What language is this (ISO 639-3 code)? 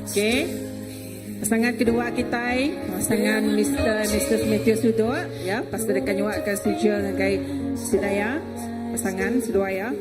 iba